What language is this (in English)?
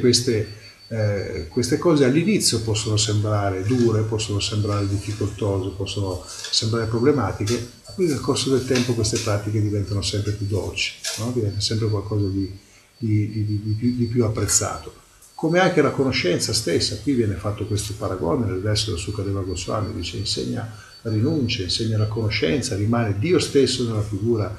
Italian